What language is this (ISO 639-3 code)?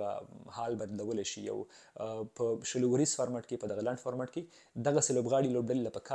pus